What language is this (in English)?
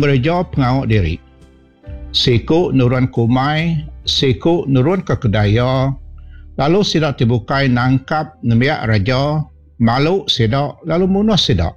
Iban